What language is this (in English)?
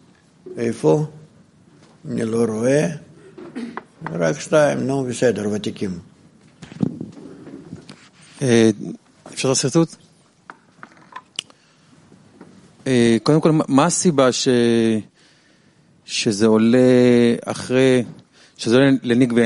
Hebrew